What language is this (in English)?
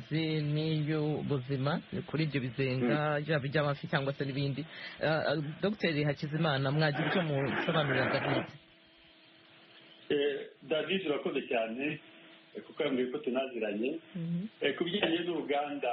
Kinyarwanda